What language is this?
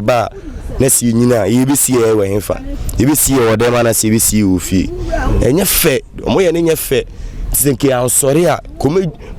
Akan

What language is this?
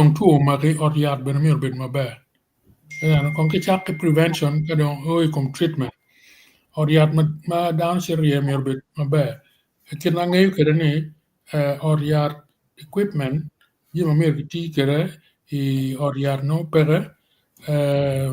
Acoli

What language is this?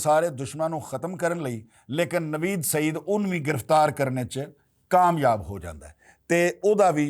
Western Panjabi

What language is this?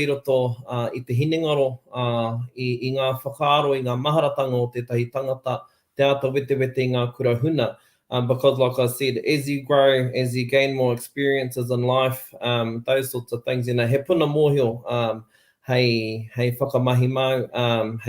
Māori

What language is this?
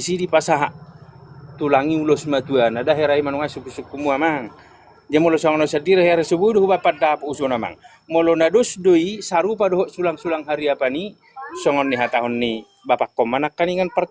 Batak Toba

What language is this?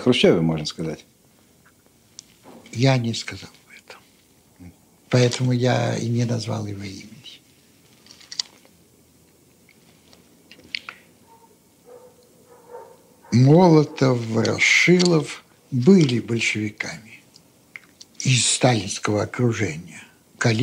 Russian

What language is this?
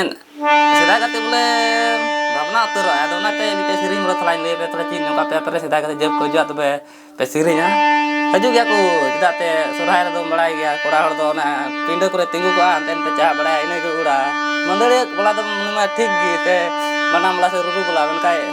Santali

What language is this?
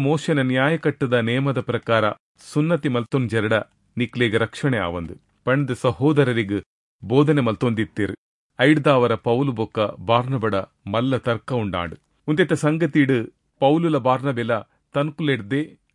Tulu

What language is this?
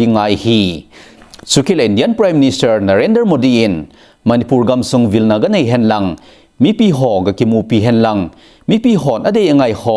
Thado Chin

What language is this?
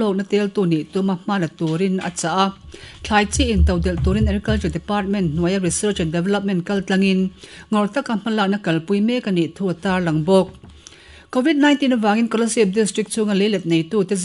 Mizo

